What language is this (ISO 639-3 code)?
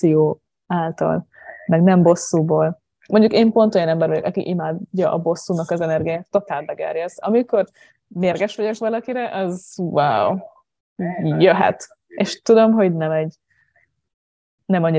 hun